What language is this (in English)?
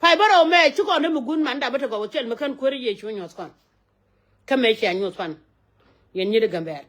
Nuer